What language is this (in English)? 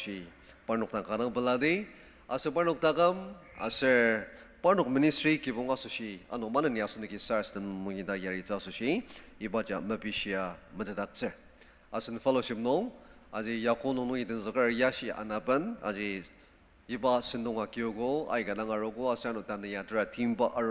Ao Naga